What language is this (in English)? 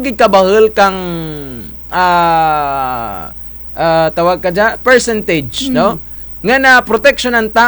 Kinaray-a